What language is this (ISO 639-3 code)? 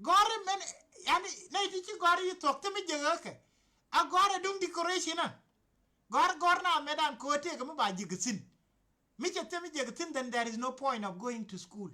nus